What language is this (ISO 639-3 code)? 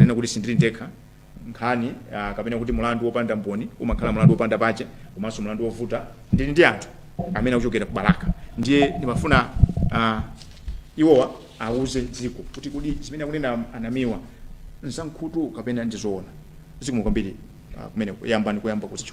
nya